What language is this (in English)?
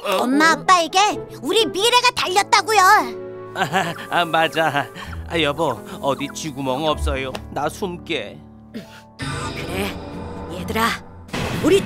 Korean